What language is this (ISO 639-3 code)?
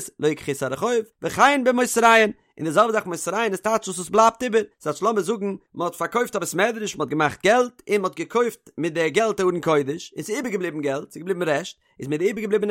yid